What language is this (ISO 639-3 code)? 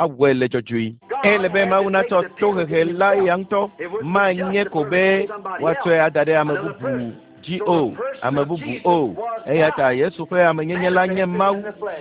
ewe